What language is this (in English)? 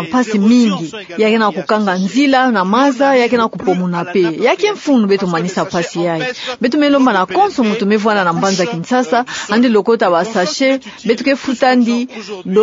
Kituba (Democratic Republic of Congo)